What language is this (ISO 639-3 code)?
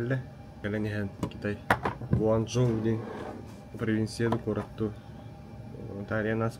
sah